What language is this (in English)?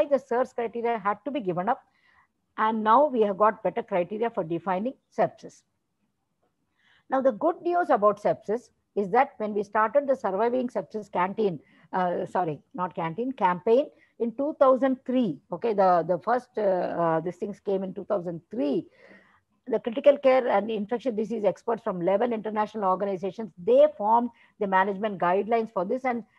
English